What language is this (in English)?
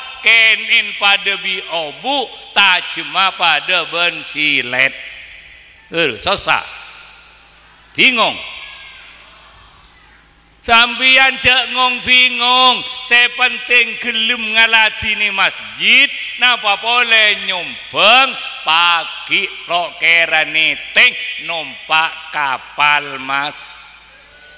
Madurese